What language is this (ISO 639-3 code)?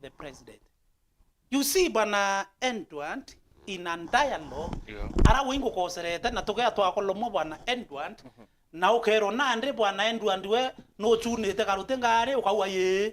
mer